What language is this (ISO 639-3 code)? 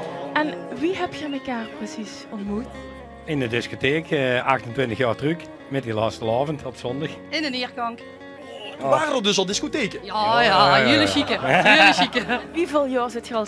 lim